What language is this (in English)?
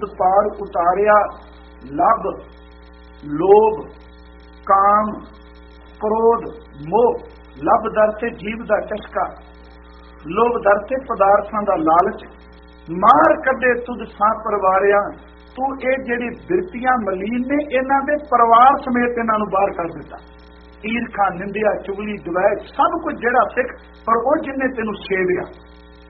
Punjabi